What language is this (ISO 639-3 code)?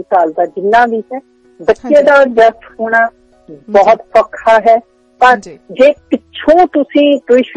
pan